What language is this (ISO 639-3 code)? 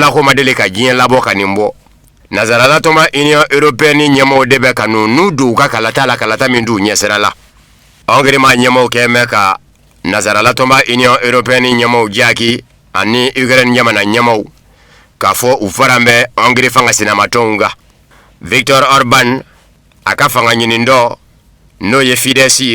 bam